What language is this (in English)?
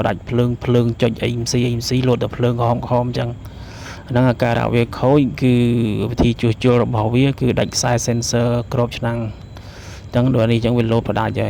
Khmer